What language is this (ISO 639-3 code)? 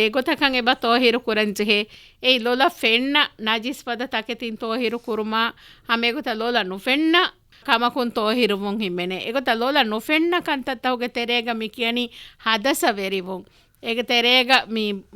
div